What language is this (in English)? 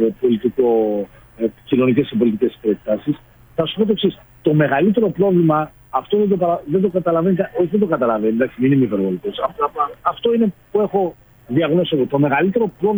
Greek